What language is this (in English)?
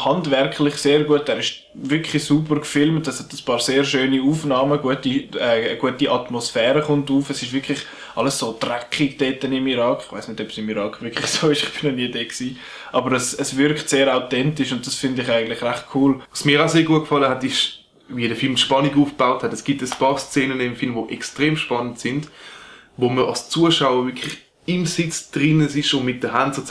Swiss German